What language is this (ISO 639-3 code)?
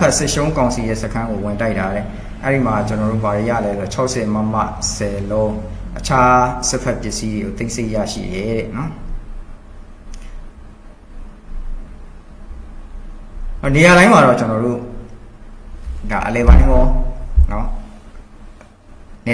mya